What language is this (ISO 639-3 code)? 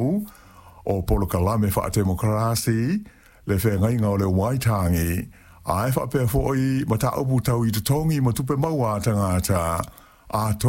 smo